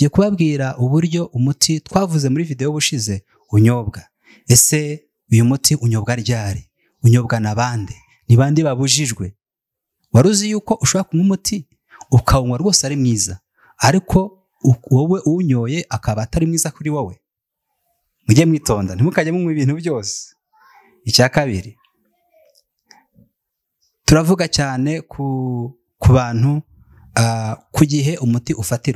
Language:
Kinyarwanda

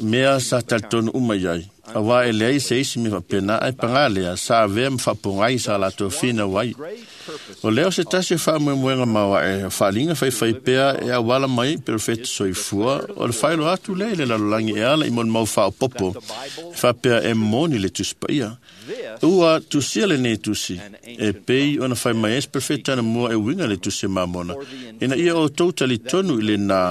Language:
Samoan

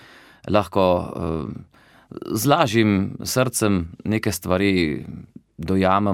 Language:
Slovenian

